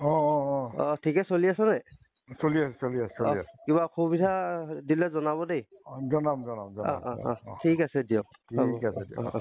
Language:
Assamese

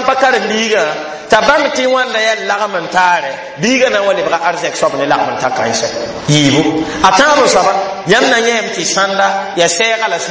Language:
Mossi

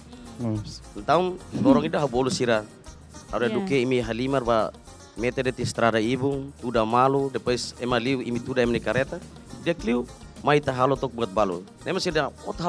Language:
Tetum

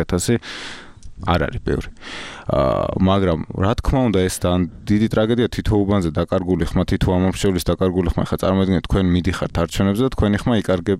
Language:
Georgian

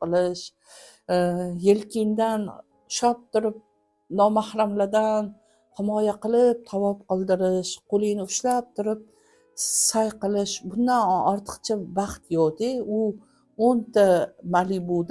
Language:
Uzbek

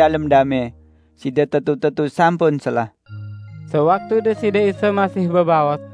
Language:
Sasak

